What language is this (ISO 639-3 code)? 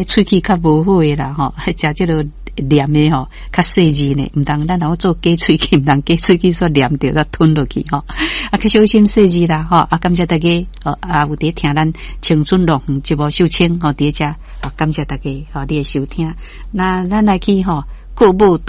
nan